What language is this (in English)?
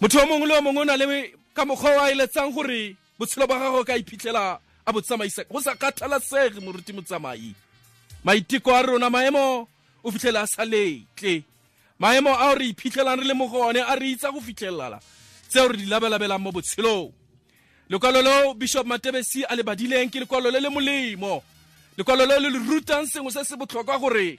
Tswana